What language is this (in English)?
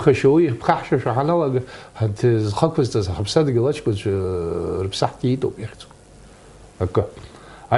Abkhazian